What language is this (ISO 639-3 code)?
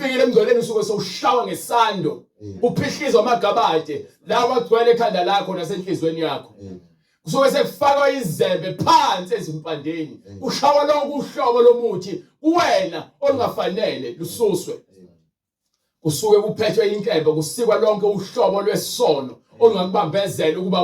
zul